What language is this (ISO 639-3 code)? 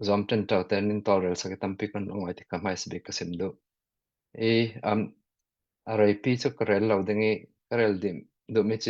cnh